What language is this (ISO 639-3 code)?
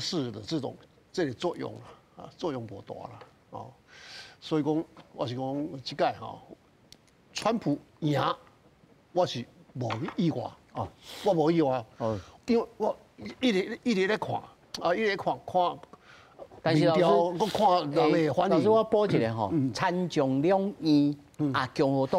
nan